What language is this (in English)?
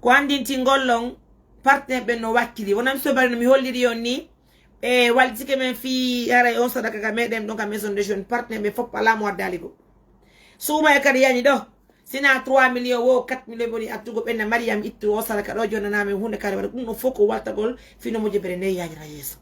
Fula